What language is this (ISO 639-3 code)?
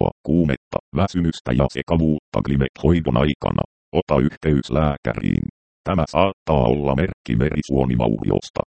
fin